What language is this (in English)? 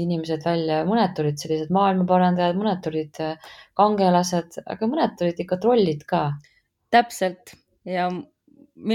Estonian